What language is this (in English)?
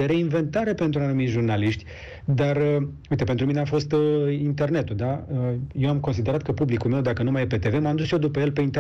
Romanian